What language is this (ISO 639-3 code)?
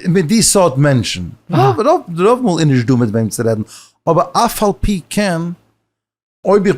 yid